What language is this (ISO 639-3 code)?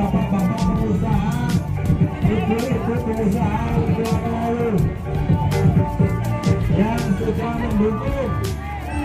ind